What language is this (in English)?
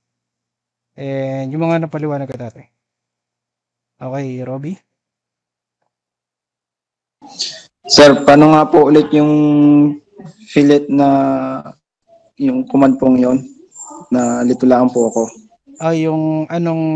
Filipino